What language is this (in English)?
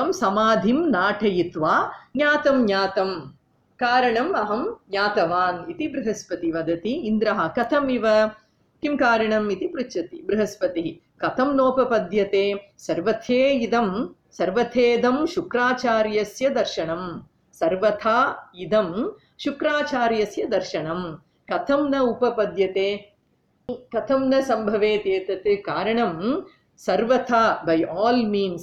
Sanskrit